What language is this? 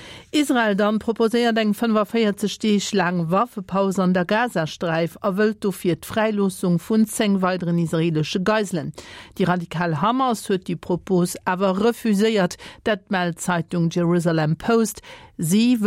Luxembourgish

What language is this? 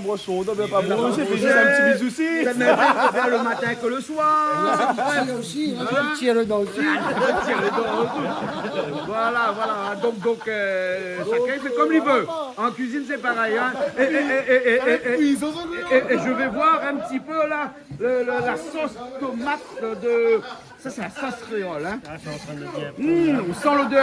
Réunion Creole French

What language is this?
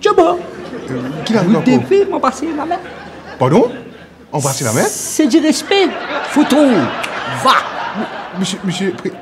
Morisyen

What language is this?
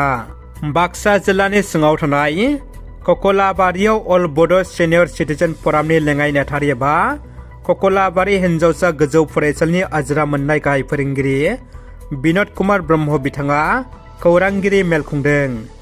Bodo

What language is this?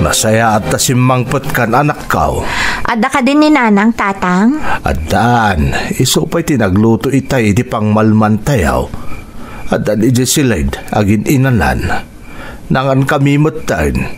Iloko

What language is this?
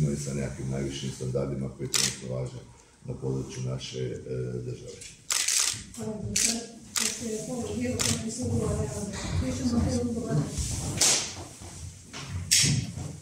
Croatian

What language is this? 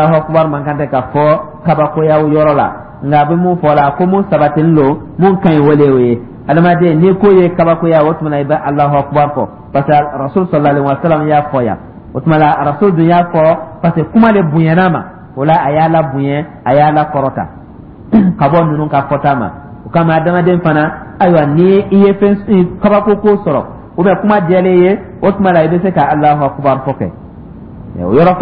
Dyula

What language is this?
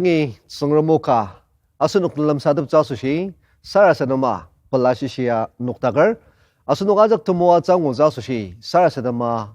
Ao Naga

